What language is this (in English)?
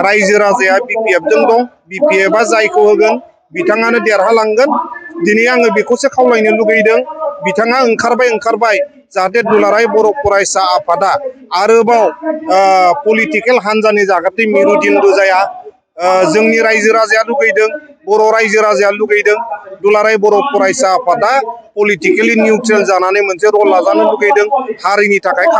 Bodo